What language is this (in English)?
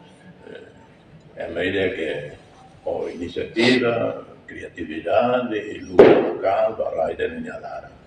Tetum